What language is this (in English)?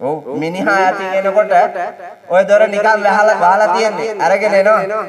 Sinhala